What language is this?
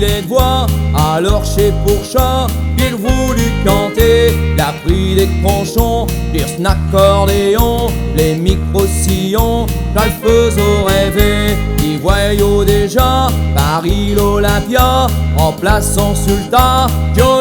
Picard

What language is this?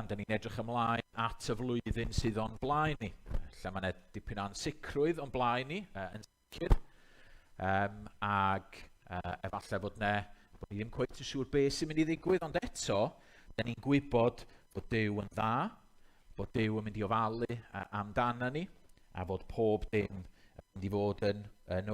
Welsh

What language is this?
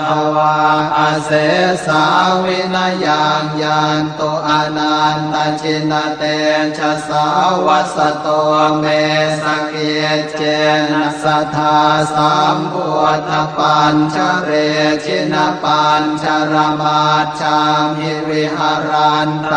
Pali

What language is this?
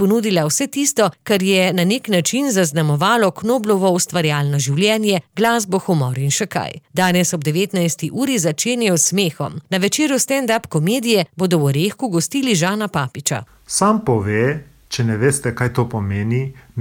Slovenian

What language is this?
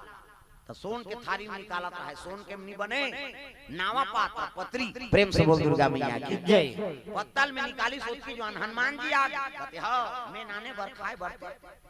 Chhattisgarhi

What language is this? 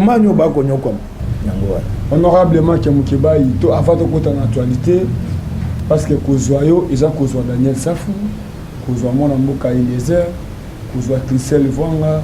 Lingala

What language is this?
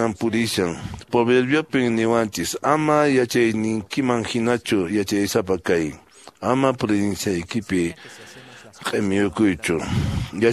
Quechua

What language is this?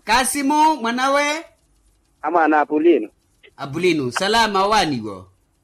Makhuwa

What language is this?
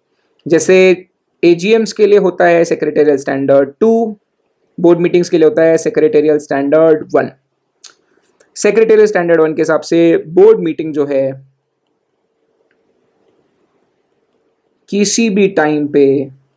Hindi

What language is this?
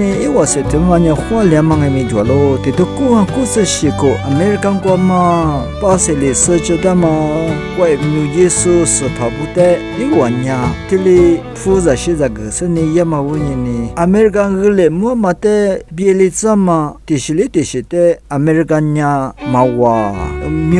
Lisu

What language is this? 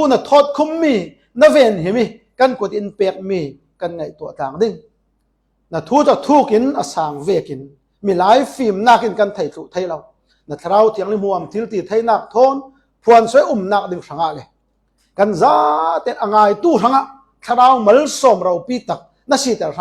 Falam Chin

